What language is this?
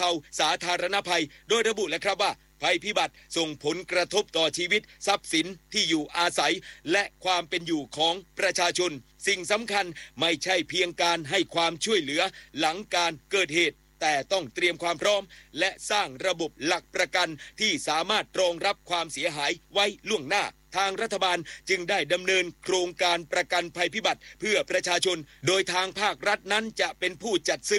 Thai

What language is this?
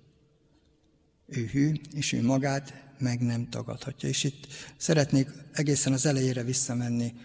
Hungarian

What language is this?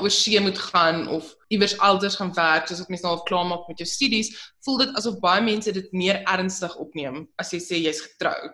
Afrikaans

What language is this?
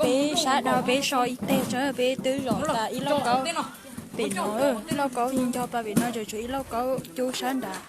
Hmong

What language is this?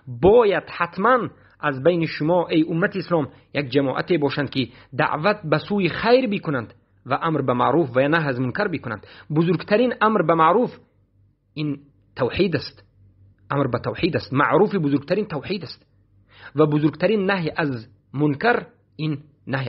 Persian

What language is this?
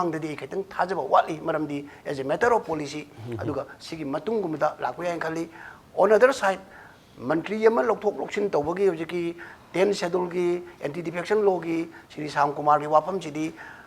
Manipuri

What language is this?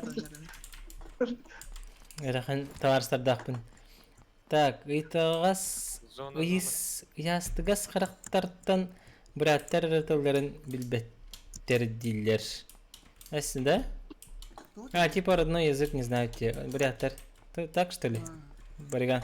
Yakut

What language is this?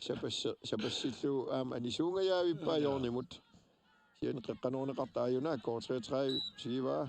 Kalaallisut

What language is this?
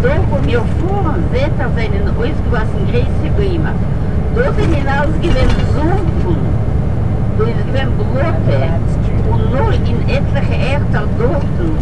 Yiddish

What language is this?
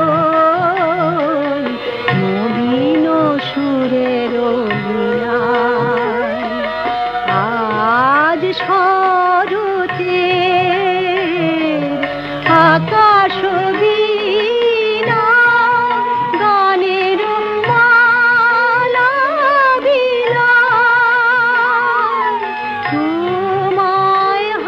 Bangla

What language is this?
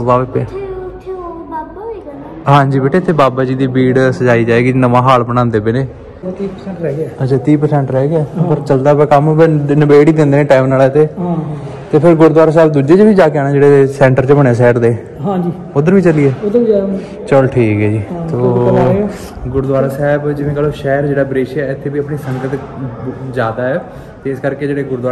Punjabi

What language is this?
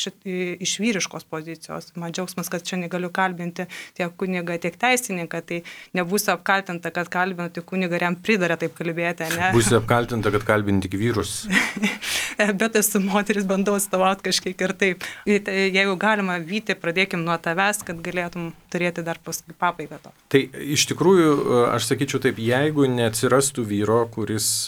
Lithuanian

